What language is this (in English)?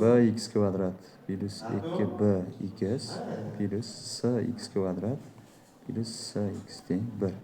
Uzbek